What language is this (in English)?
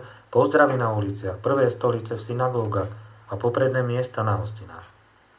Slovak